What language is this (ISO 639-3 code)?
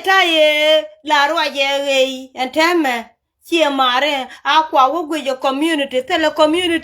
nus